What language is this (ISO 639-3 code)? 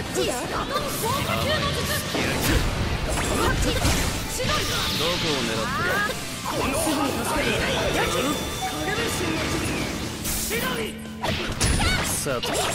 jpn